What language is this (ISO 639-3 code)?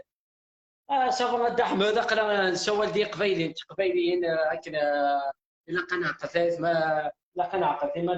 kab